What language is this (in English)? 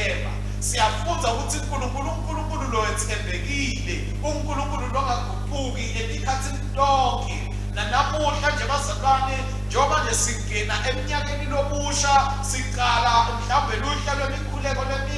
Swati